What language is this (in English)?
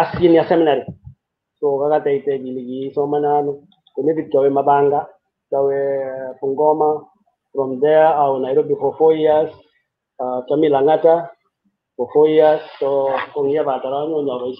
Kalenjin